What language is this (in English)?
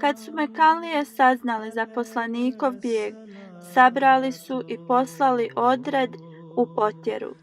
Bosnian